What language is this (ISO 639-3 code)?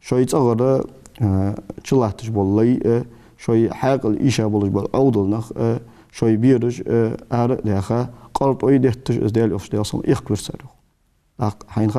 inh